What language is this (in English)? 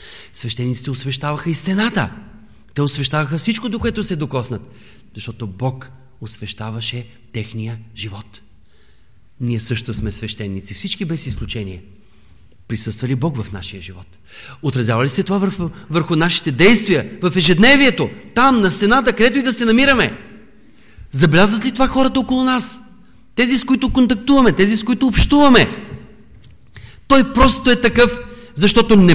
Bulgarian